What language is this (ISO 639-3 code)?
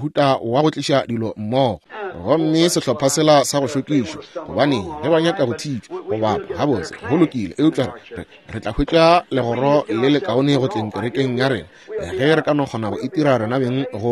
nso